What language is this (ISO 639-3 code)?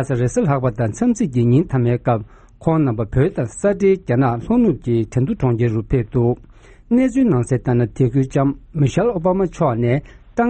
bod